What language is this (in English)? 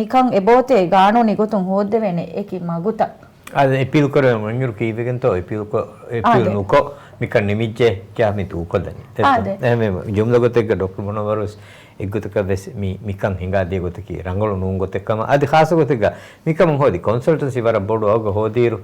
Divehi